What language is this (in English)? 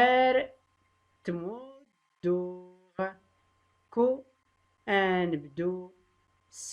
Tachelhit